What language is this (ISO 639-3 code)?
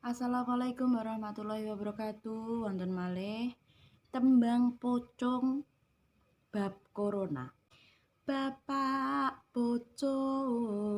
jav